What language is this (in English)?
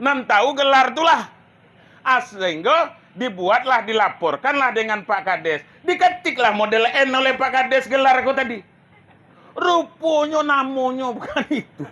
Minangkabau